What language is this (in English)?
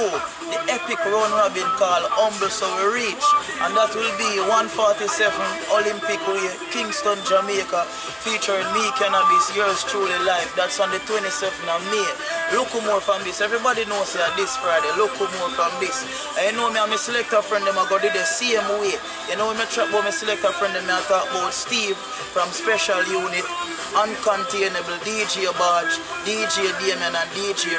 Jamaican Creole English